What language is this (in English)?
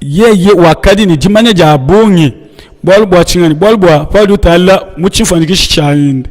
Luba-Lulua